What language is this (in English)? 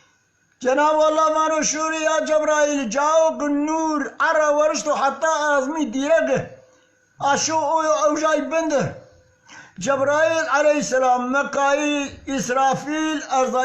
Zaza